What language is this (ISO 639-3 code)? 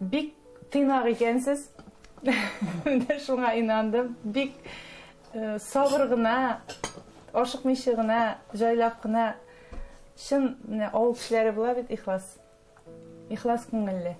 tat